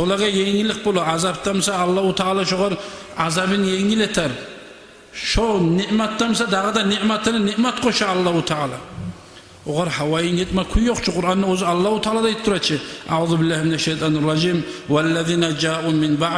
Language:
Kumyk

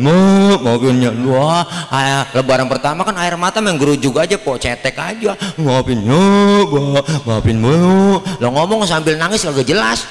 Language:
Betawi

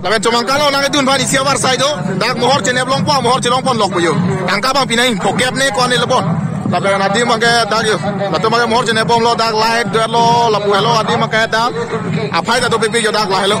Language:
Karbi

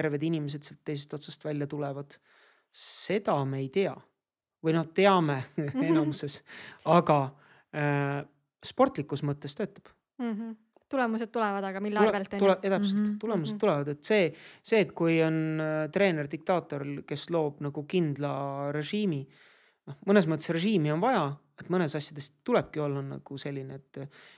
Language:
Estonian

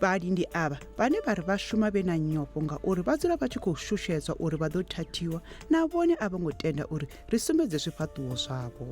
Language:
Venda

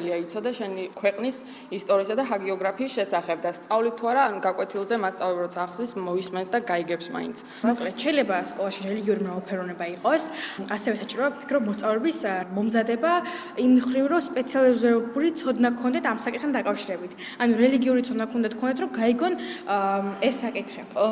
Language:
Georgian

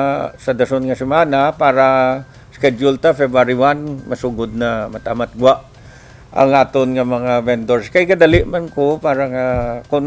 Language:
Hiligaynon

